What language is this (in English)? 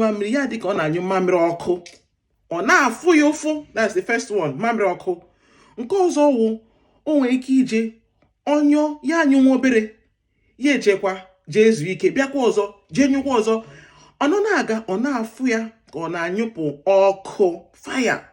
Igbo